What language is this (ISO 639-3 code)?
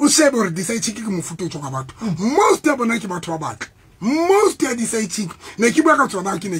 sot